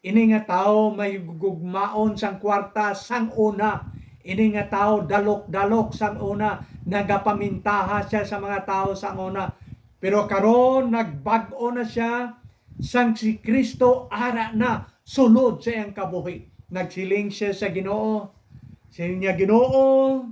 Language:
Hiligaynon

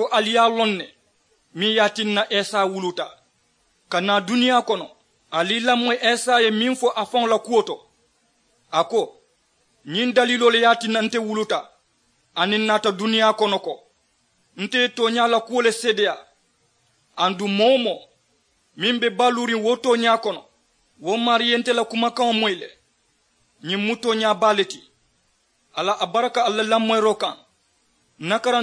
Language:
Mandingo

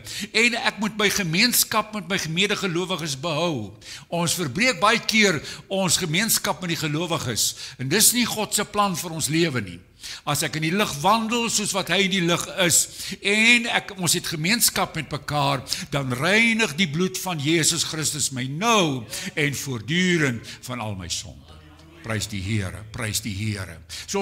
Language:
Afrikaans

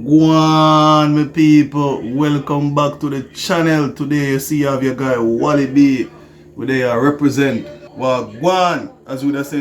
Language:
Jamaican Creole English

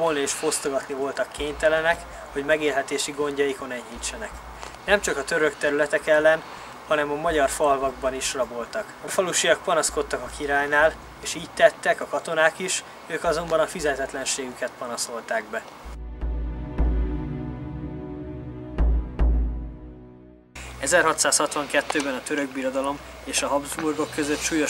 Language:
Hungarian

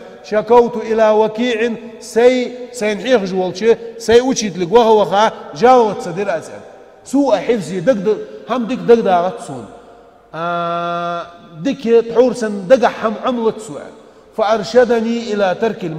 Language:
Ingush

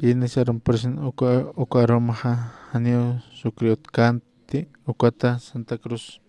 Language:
Aymara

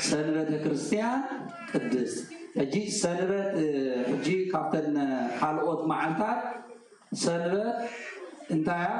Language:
Tigrinya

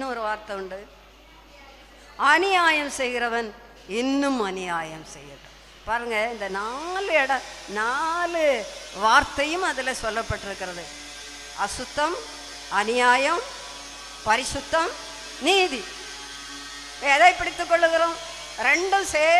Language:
Tamil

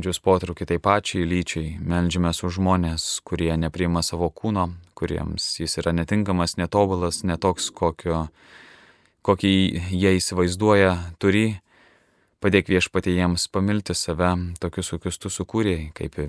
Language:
Lithuanian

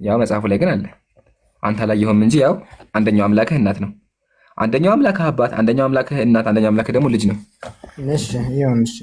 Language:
Amharic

